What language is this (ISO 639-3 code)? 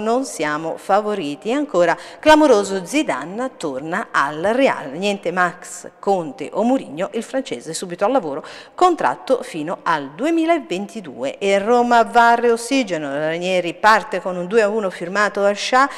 ita